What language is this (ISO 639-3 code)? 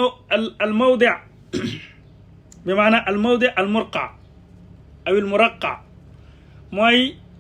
wol